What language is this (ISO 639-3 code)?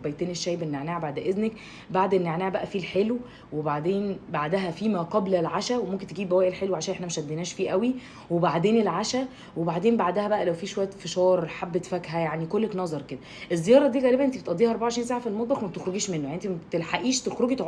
arz